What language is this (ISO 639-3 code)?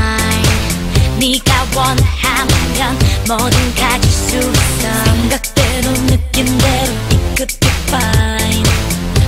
kor